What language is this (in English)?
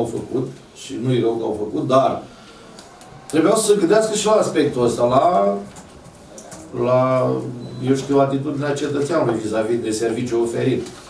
Romanian